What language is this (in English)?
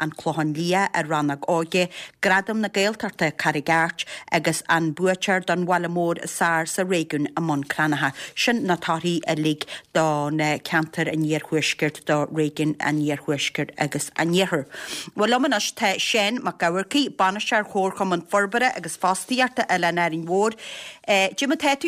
Irish